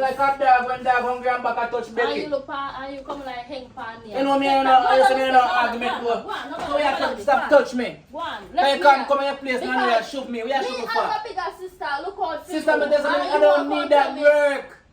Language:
Jamaican Creole English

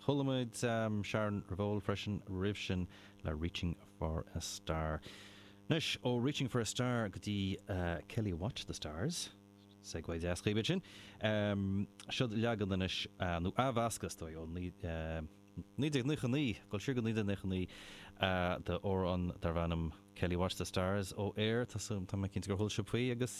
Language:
Irish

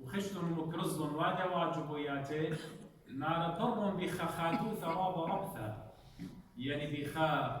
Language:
Assyrian Neo-Aramaic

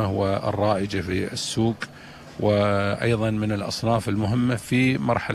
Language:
Gulf Arabic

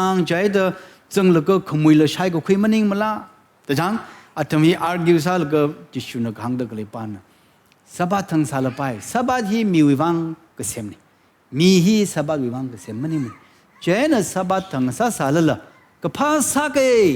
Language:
Tangkhul Naga (India)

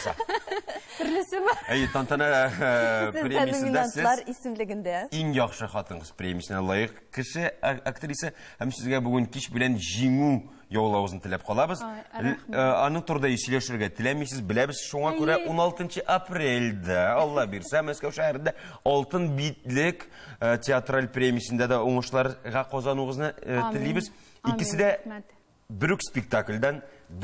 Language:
Tatar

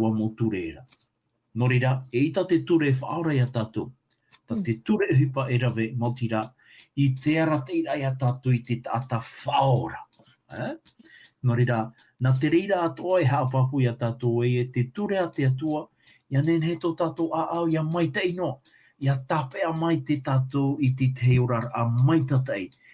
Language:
Tahitian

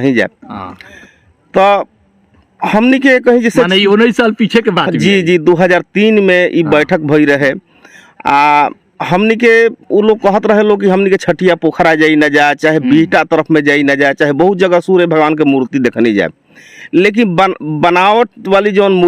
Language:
Bhojpuri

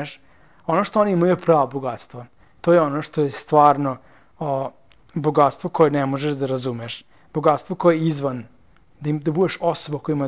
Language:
Serbian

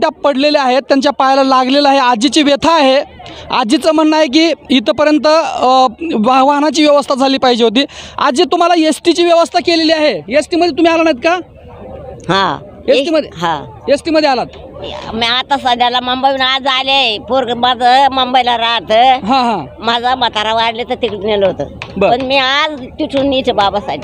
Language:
Marathi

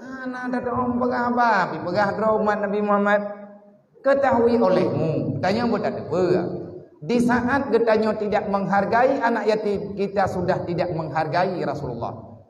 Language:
Achinese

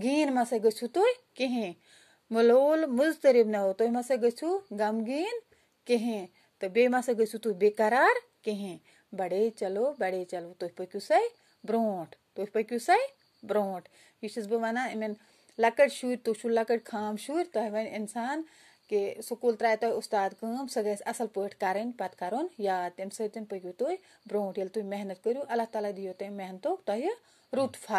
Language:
Kashmiri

